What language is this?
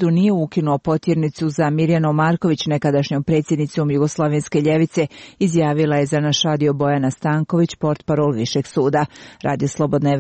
Croatian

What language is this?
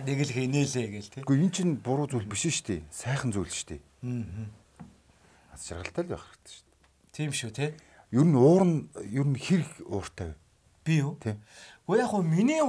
Mongolian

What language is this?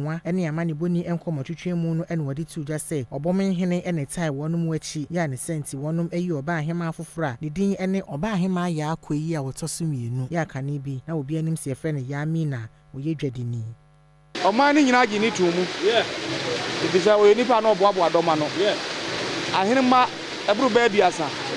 Akan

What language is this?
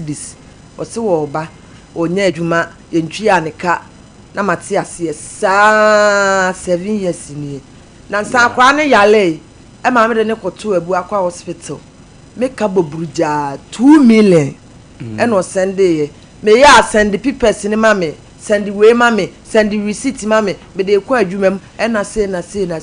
Akan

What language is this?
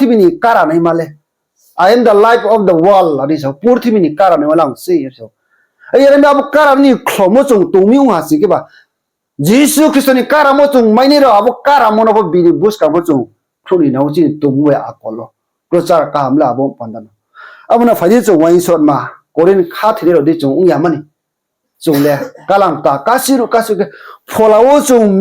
Riang (India)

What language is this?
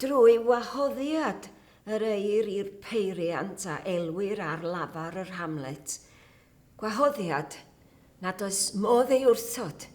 Welsh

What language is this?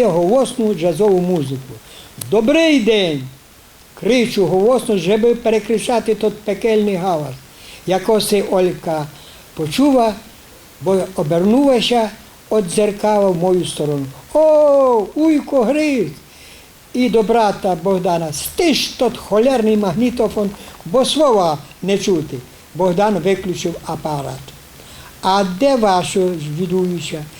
Rusyn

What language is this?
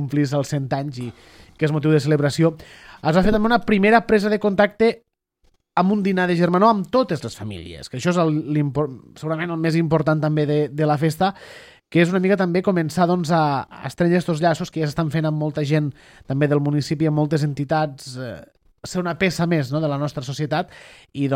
Catalan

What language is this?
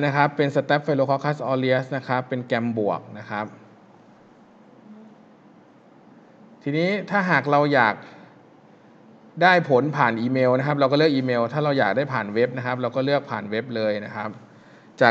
Thai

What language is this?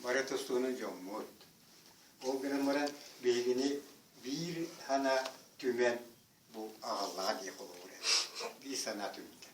Yakut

